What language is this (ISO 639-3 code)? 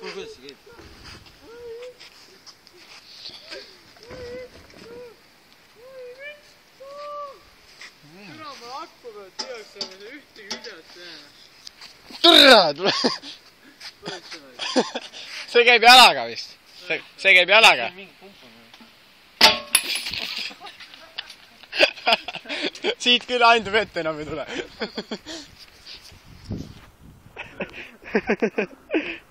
est